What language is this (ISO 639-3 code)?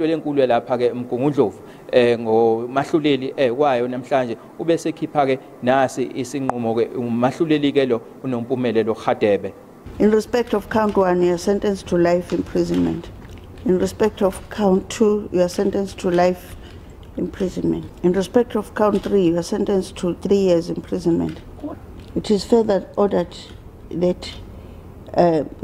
zul